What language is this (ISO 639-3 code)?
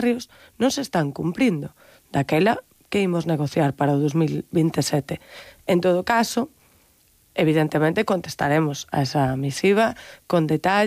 glg